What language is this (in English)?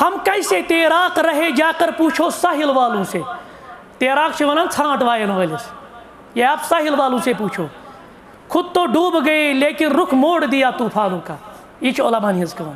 Kashmiri